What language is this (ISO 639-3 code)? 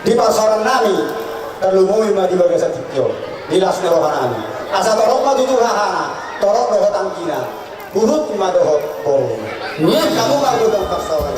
bbc